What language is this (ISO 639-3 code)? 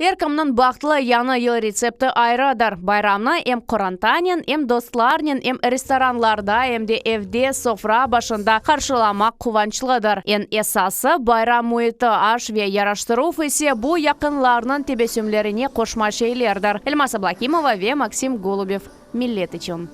crh